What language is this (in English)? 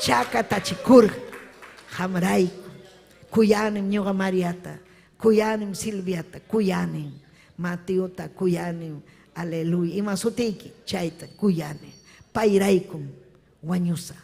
Ayacucho Quechua